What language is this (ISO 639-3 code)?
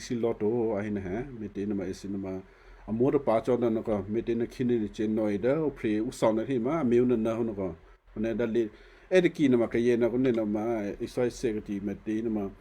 kyu